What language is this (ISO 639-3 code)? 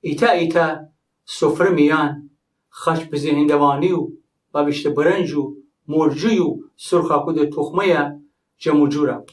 glk